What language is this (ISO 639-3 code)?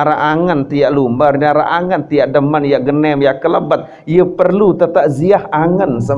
sas